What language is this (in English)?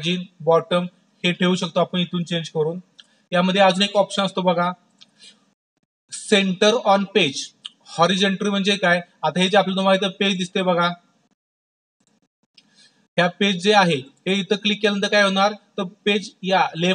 Marathi